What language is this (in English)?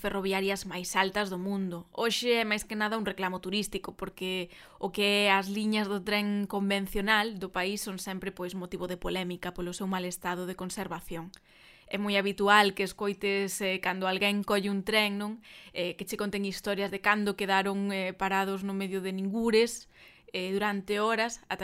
Galician